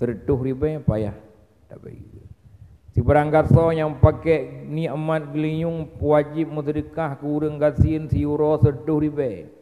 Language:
Achinese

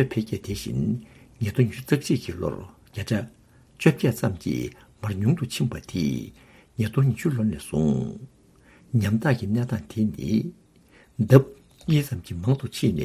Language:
Tibetan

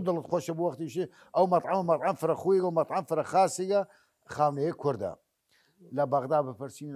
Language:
Southern Kurdish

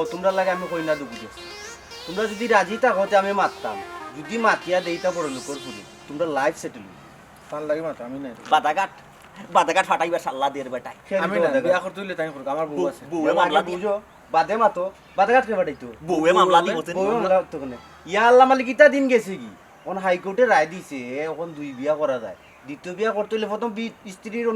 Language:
Sylheti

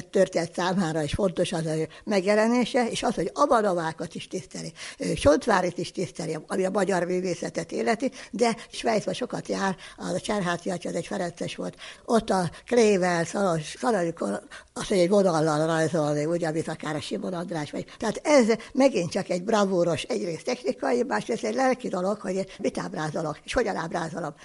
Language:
Hungarian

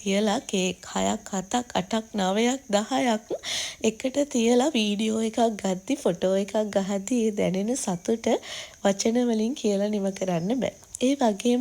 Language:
Sinhala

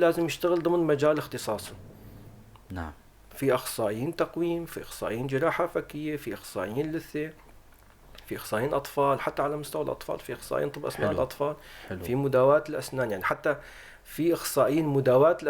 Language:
North Levantine Arabic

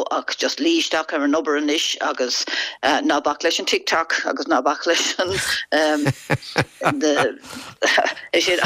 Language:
Irish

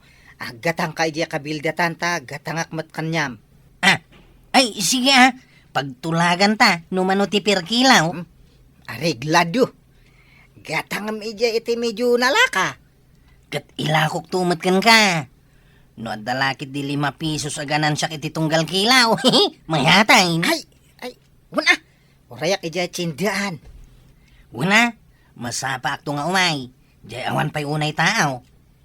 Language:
Iloko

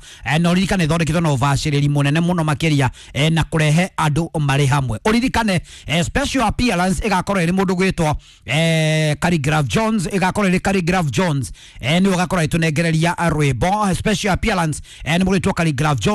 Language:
Kikuyu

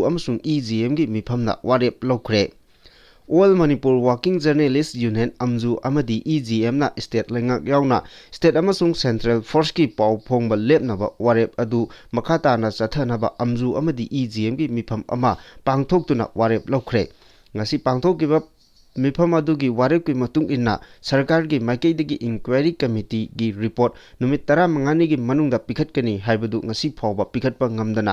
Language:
Manipuri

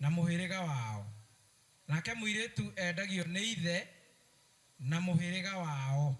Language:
Kikuyu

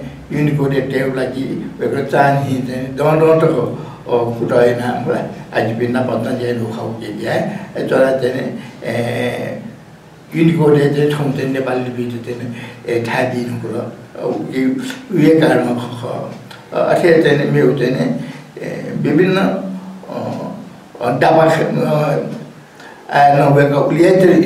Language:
Newari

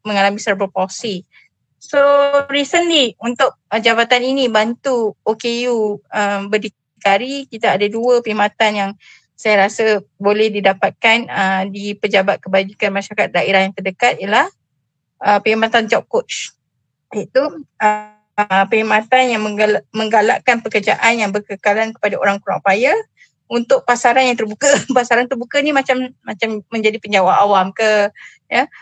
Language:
Malay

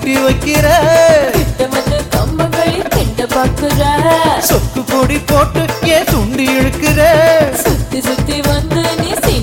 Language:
Tamil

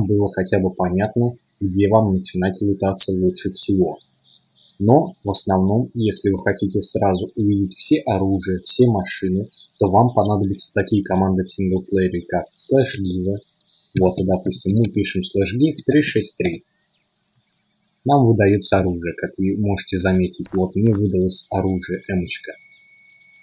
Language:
Russian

